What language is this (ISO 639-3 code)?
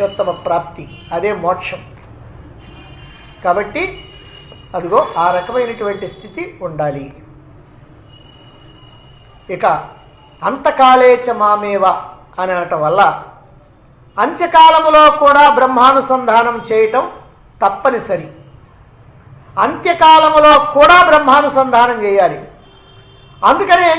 tel